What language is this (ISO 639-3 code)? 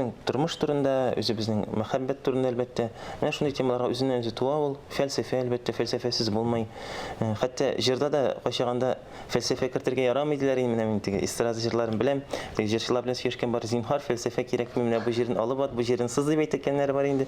tat